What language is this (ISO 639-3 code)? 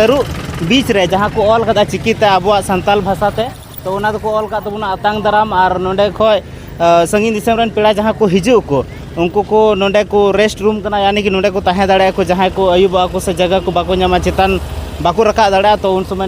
sat